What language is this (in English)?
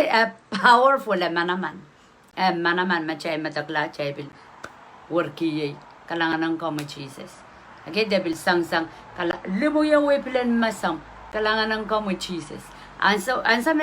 Pohnpeian